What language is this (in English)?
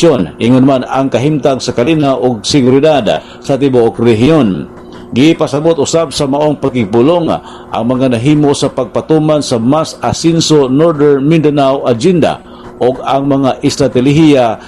Cebuano